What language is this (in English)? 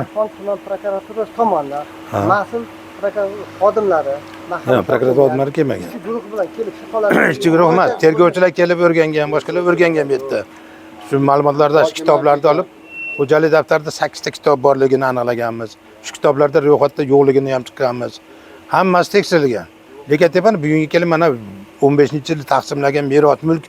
Uzbek